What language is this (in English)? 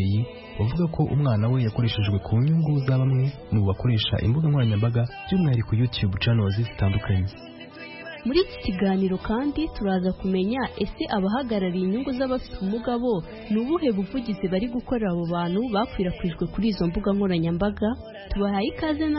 Kinyarwanda